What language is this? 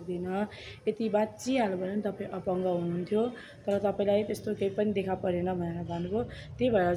Nepali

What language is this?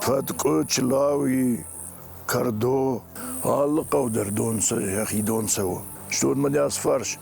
Ossetic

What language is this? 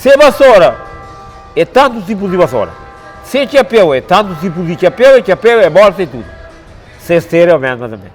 Kabuverdianu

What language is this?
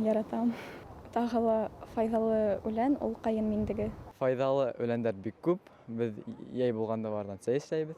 Bashkir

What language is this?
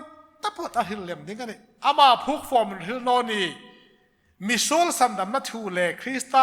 Hmar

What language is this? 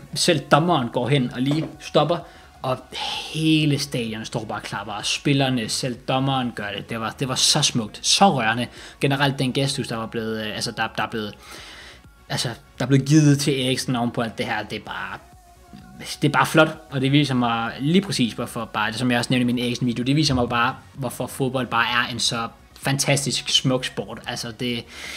Danish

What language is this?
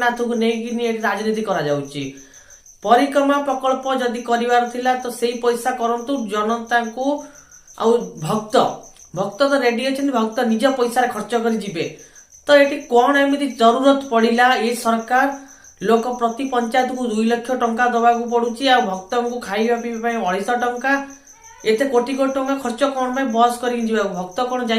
Odia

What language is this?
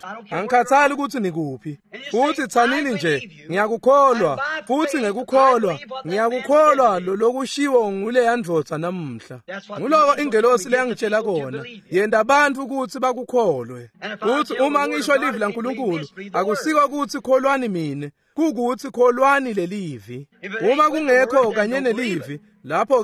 Swati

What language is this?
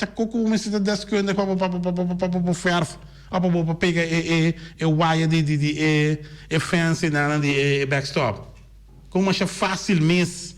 Papiamento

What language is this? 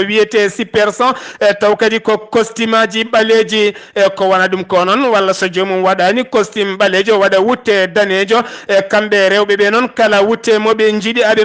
Fula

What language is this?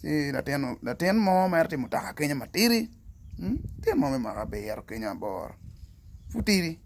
Acoli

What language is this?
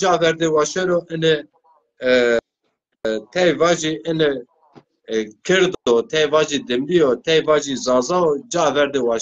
Zaza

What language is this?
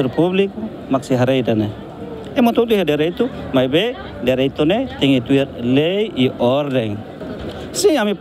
Tetum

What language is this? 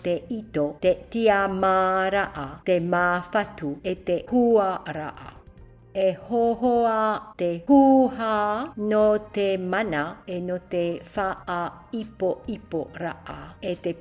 Tahitian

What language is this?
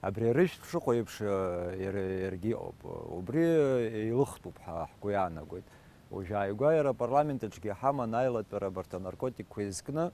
Abkhazian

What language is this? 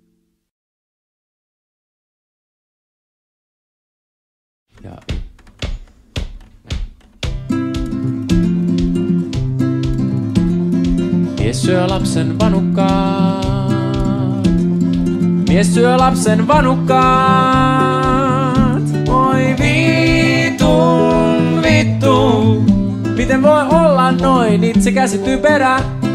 Finnish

